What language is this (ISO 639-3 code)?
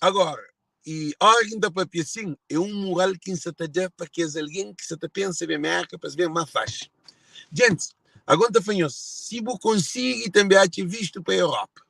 kea